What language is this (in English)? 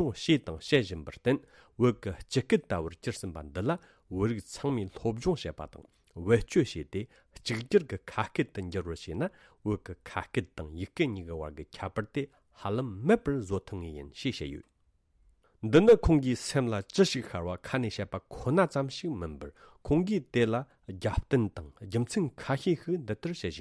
Tibetan